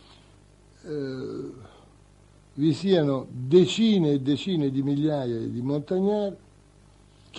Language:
Italian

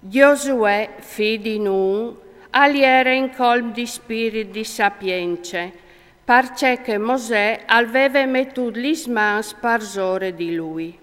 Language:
Friulian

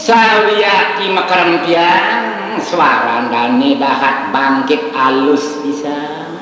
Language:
Balinese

